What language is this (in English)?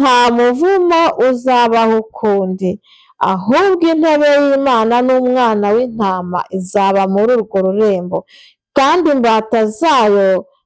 Kinyarwanda